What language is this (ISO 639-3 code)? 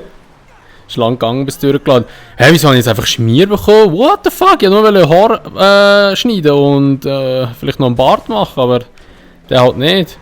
gsw